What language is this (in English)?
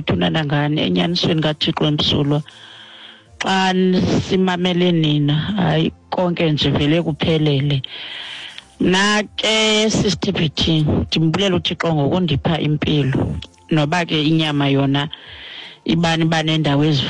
Xhosa